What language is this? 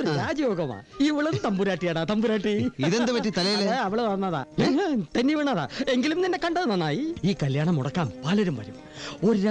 Malayalam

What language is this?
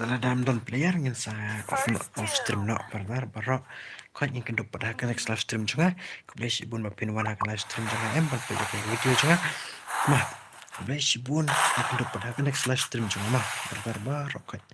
Khasi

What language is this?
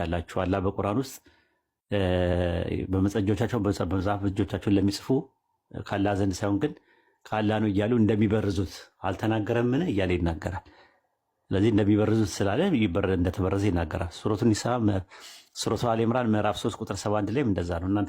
Amharic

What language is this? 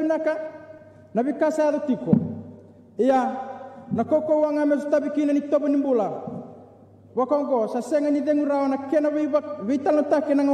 Fijian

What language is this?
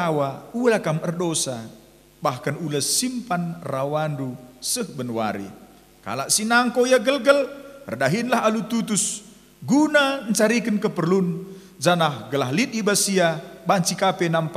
Batak Karo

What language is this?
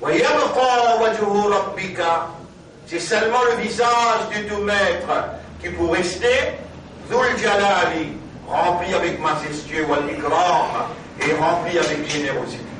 Morisyen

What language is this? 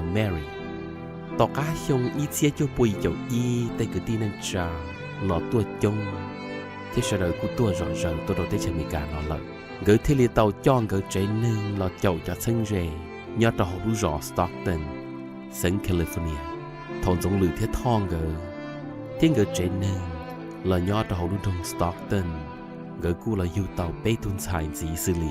Hmong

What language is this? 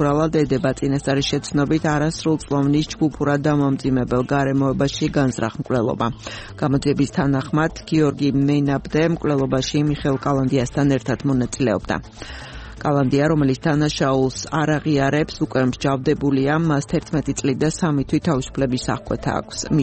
Georgian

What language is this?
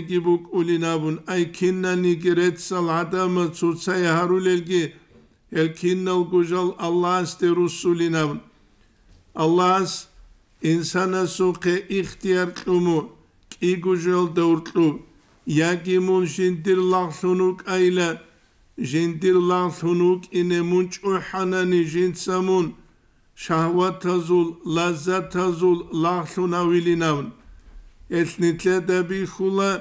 Avaric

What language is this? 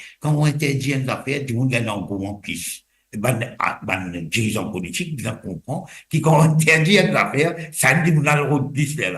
Morisyen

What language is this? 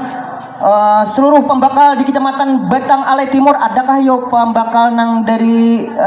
Banjar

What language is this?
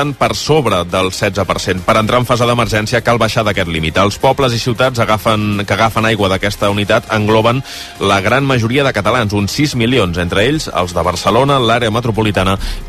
Catalan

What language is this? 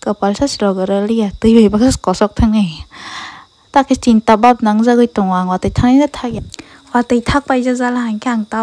Kok Borok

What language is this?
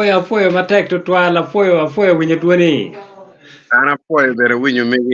Acoli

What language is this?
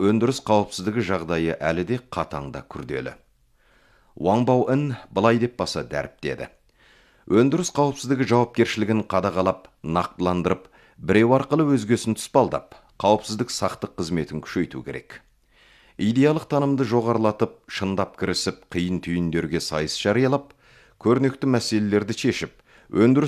Kazakh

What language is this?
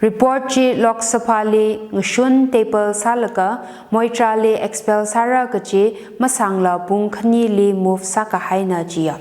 Tangkhul Naga (India)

